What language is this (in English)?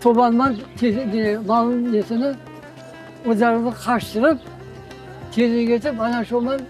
Crimean Tatar